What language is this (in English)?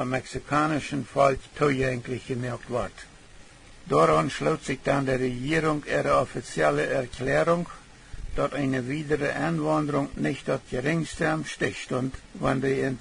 Plautdietsch